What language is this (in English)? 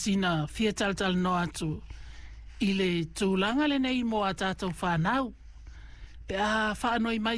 Samoan